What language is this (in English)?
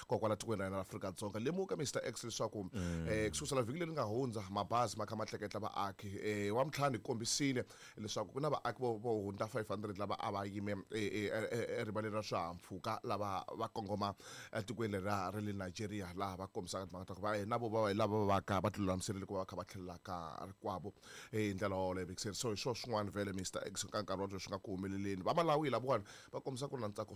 Tsonga